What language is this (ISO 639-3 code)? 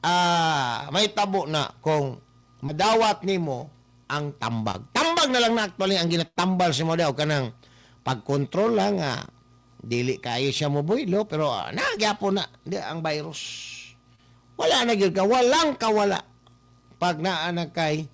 ceb